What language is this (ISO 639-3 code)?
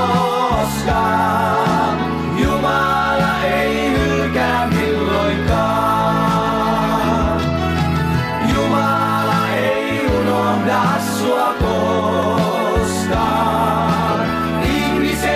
fin